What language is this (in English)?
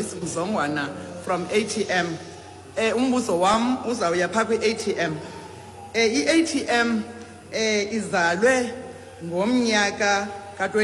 Xhosa